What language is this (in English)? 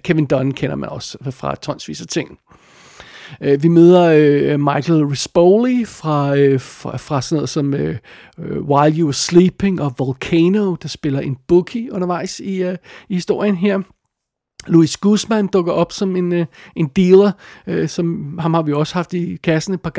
Danish